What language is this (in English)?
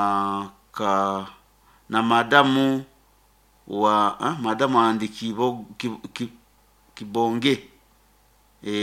Nyoro